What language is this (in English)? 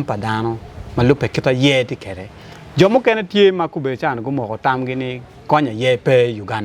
Acoli